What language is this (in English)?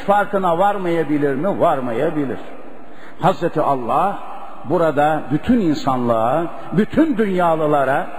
Turkish